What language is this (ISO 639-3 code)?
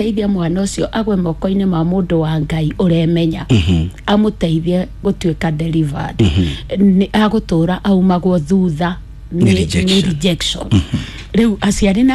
kik